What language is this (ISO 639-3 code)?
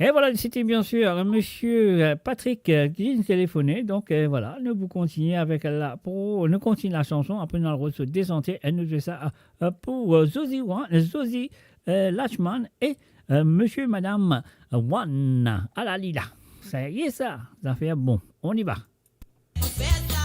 mfe